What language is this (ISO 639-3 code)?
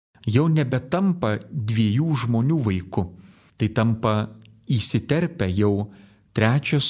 lit